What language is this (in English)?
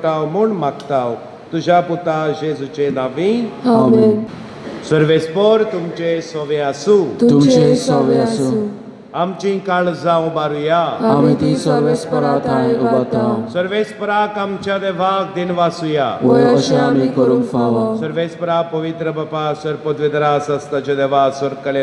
Konkani